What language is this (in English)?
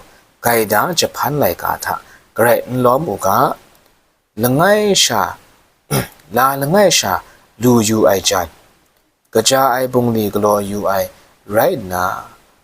Kachin